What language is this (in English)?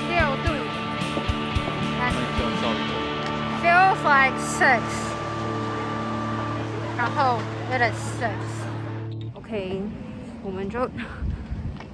Chinese